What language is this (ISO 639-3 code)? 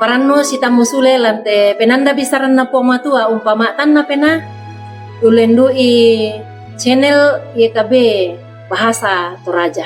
sda